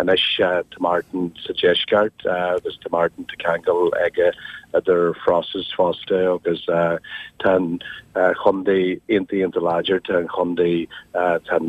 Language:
Irish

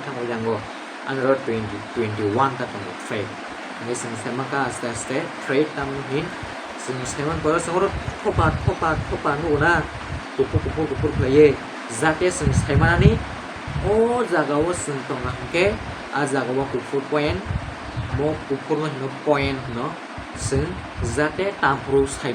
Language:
Kok Borok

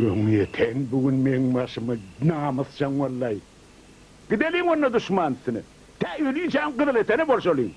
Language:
Turkmen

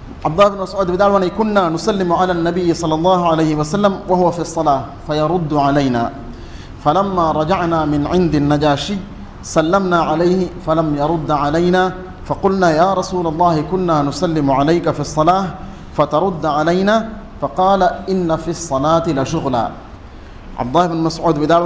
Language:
Divehi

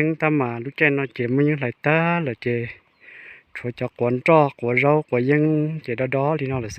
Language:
Hmong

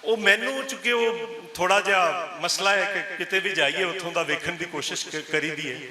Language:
Western Panjabi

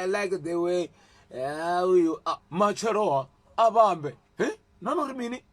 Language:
Venda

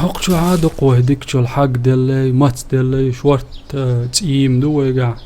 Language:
Chechen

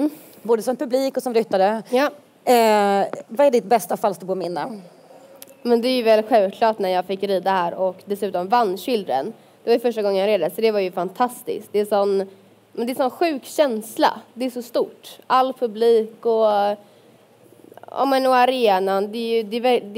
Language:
Swedish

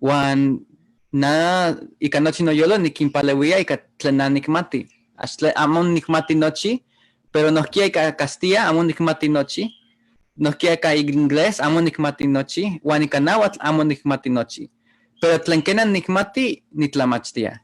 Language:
Eastern Huasteca Nahuatl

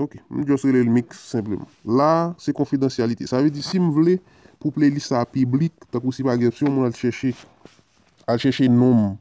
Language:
Haitian Creole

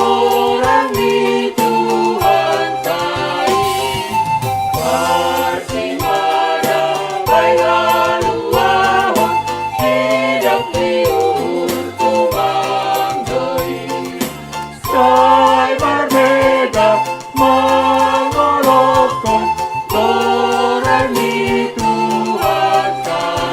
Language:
Batak Simalungun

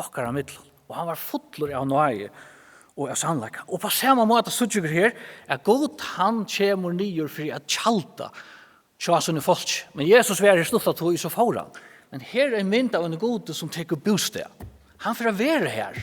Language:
Faroese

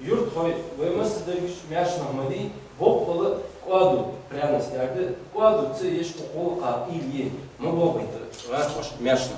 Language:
Ingush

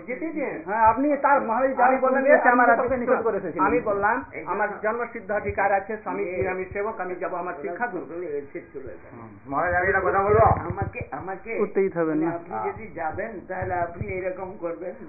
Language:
Bangla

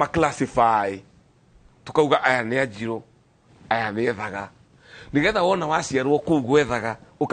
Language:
Kikuyu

